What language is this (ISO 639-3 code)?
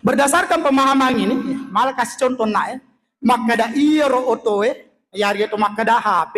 bug